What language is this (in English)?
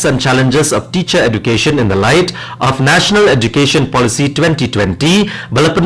Khasi